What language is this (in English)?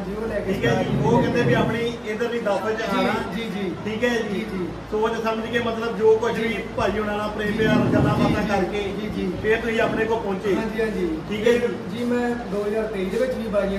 Punjabi